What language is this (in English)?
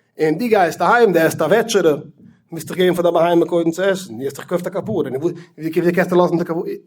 Yiddish